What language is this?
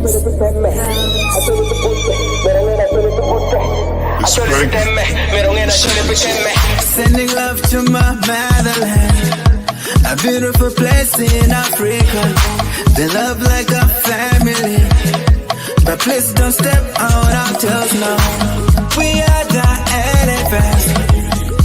Acoli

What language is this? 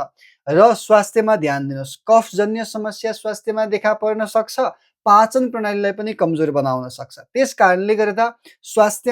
Nepali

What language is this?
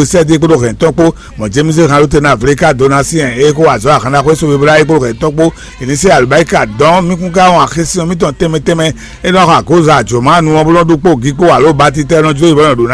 Fon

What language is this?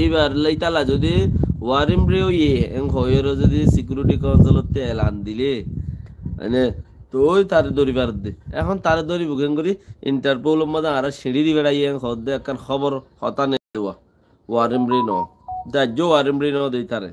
Rohingya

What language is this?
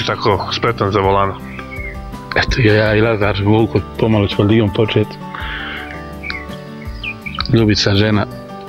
Serbian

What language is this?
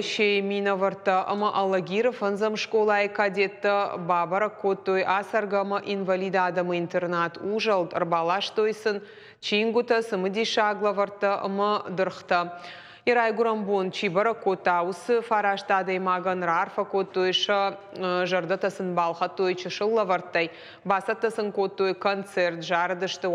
Ossetic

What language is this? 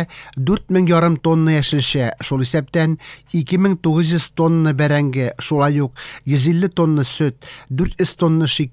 Tatar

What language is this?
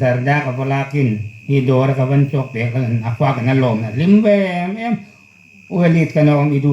Hmar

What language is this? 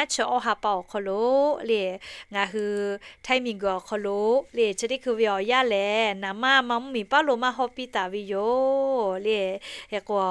Lahu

